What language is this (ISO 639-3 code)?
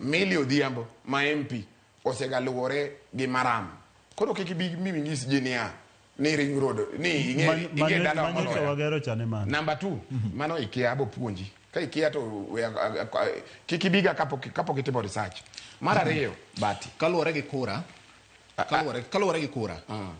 luo